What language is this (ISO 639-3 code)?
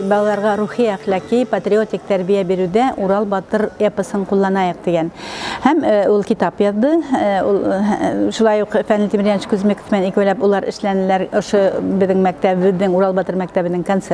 bak